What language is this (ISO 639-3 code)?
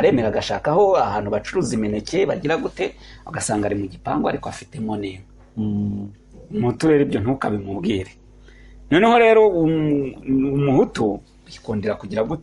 kin